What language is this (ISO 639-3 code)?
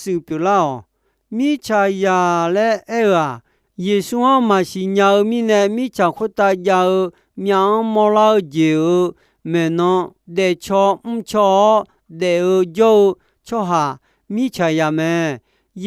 ahk